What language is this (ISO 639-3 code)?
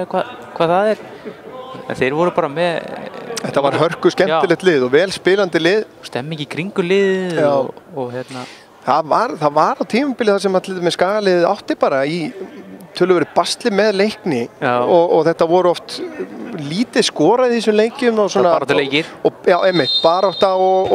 isl